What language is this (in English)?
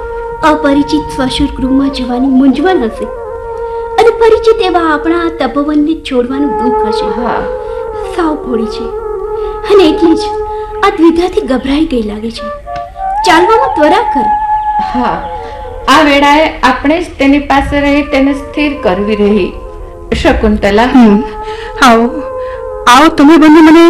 Gujarati